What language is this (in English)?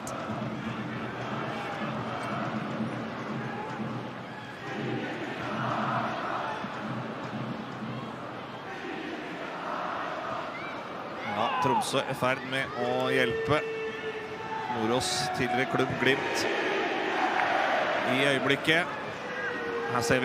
Norwegian